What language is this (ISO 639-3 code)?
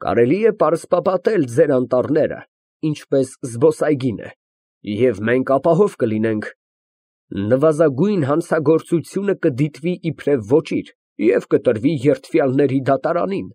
hye